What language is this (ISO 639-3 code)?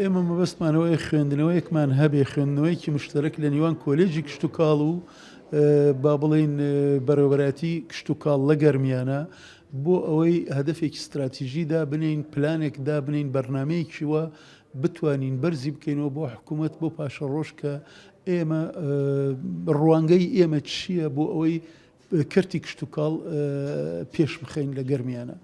ckb